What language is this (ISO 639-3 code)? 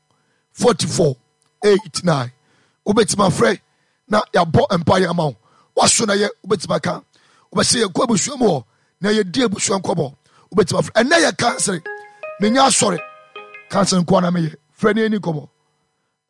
aka